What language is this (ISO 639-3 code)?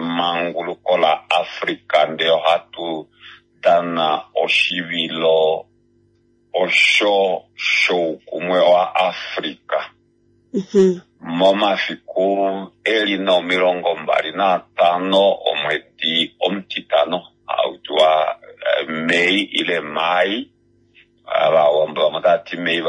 kua